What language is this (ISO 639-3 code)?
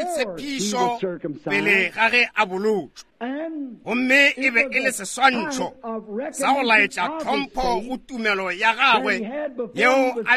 nso